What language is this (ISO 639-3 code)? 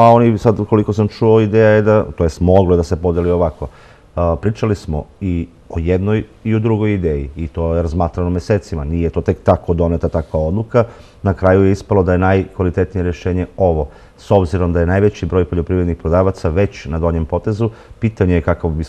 srp